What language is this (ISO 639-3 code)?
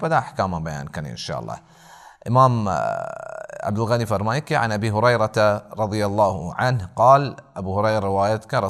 bal